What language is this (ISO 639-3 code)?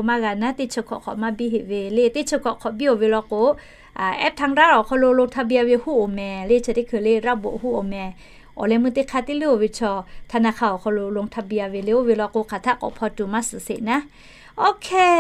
lhu